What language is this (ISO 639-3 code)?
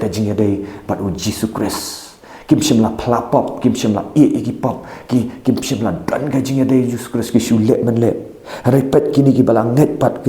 kha